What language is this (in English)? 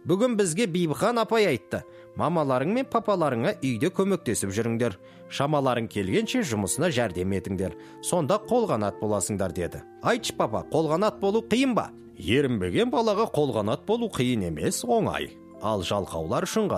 Kazakh